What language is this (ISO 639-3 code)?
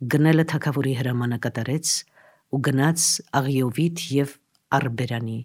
hye